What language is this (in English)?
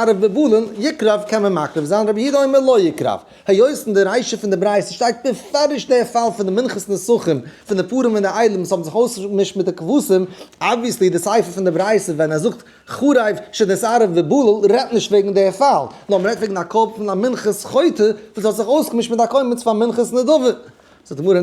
Yiddish